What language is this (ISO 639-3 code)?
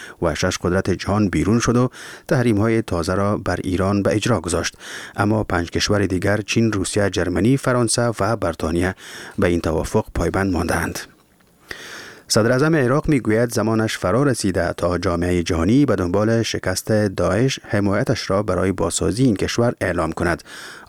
fas